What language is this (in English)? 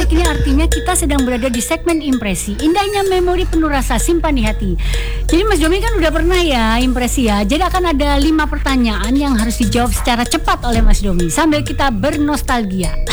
Indonesian